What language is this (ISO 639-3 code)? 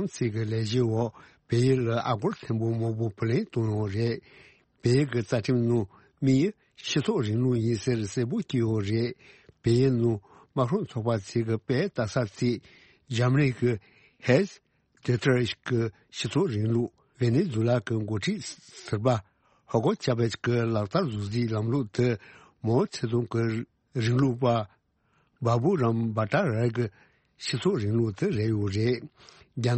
bod